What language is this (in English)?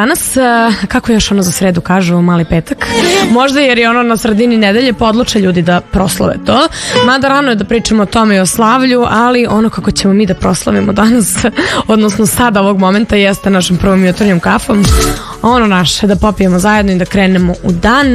Serbian